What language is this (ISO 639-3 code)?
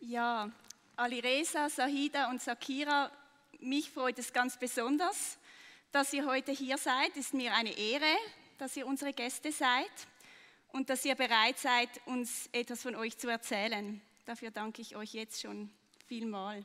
gsw